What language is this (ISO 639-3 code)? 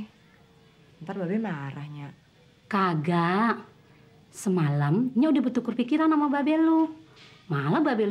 bew